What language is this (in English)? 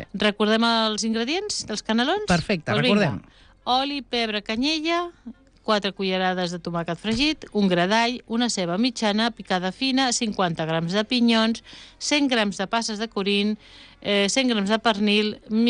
Catalan